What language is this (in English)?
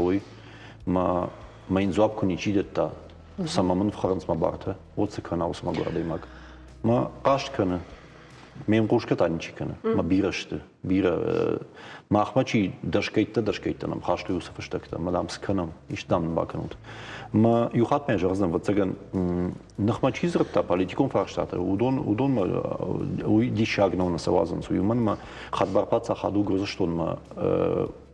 Ossetic